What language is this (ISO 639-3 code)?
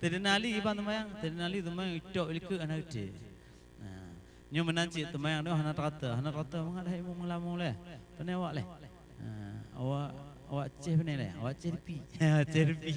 ace